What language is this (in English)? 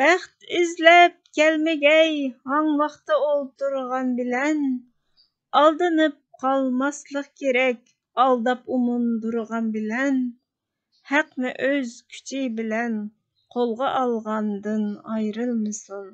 Uyghur